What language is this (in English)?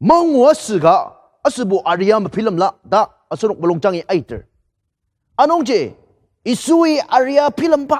Ao Naga